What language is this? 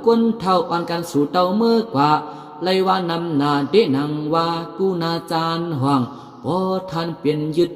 Shan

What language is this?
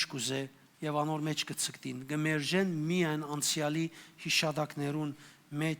Western Armenian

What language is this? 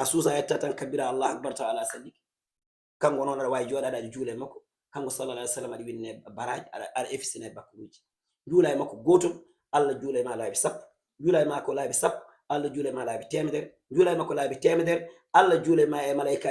Fula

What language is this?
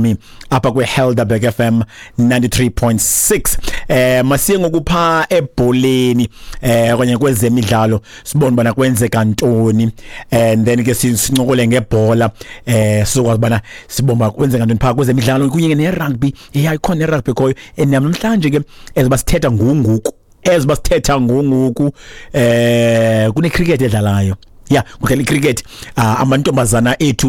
Xhosa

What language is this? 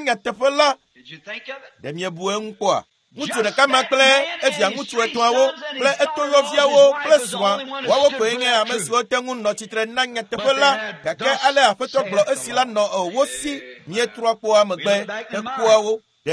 Ewe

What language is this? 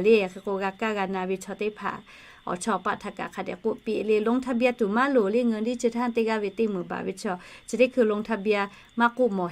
Lahu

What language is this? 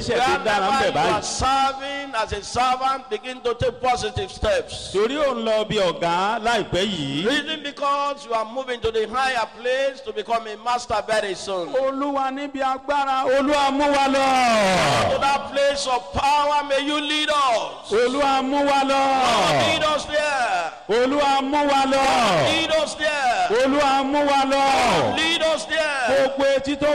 Yoruba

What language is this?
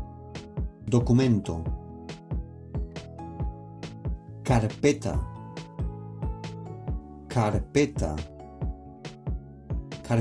Spanish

